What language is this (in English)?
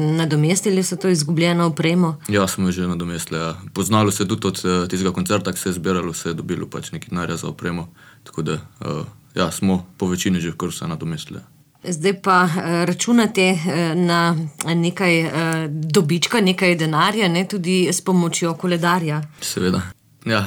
Slovenian